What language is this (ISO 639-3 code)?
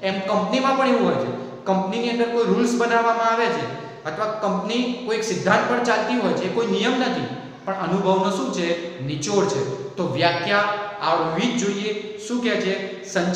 guj